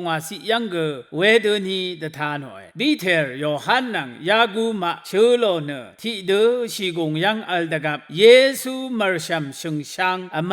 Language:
Rawang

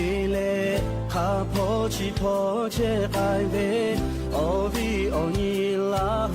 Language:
Lahu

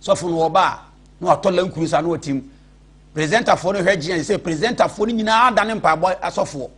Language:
Akan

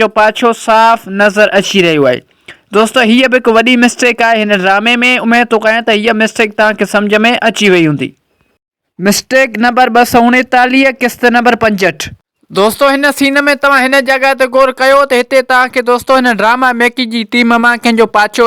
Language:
Sindhi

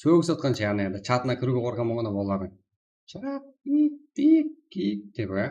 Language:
Kara-Kalpak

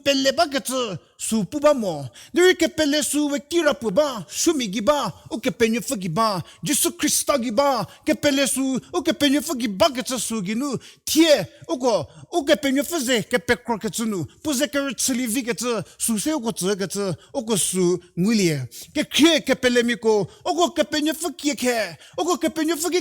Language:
Angami Naga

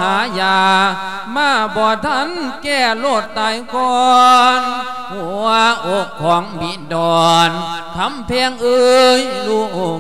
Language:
Lao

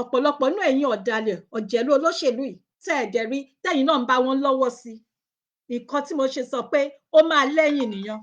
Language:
Yoruba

